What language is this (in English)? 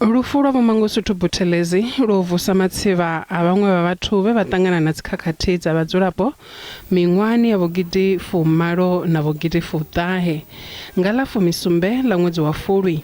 Venda